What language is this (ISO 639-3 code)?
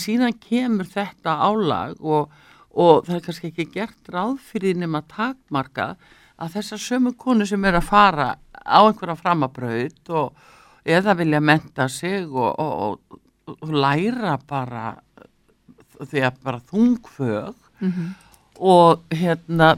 isl